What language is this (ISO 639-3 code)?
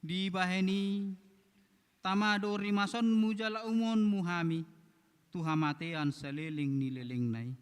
bbc